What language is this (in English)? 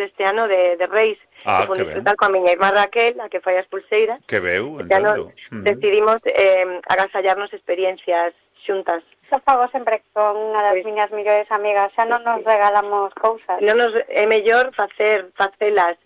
Galician